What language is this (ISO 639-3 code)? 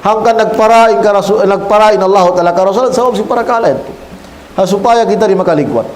tsg